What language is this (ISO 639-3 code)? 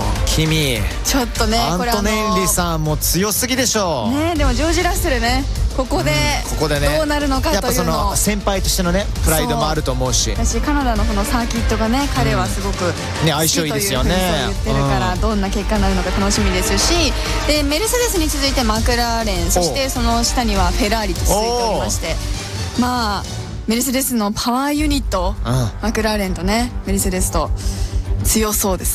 jpn